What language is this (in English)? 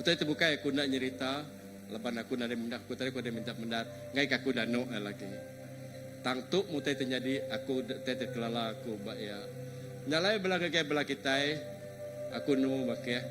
Iban